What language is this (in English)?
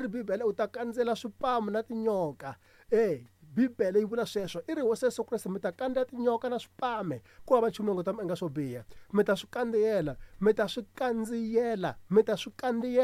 Tsonga